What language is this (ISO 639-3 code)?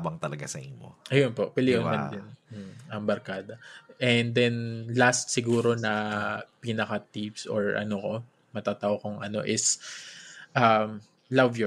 bik